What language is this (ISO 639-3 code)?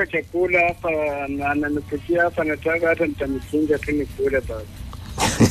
swa